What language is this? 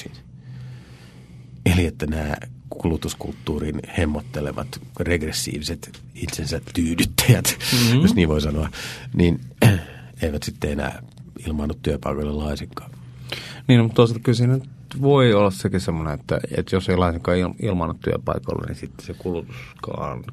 Finnish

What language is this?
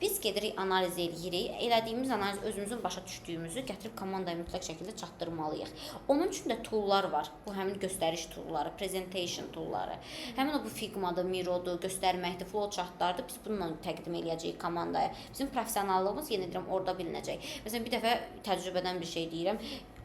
Azerbaijani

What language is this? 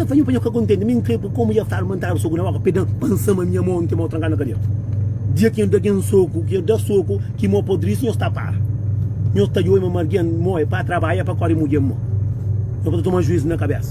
Kabuverdianu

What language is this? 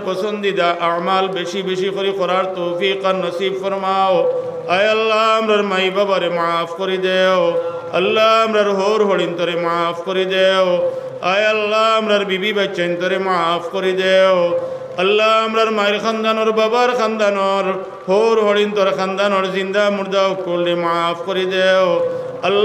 Sylheti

